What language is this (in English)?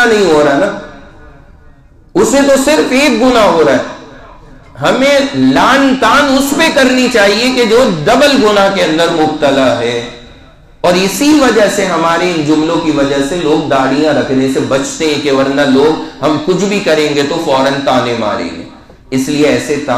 Urdu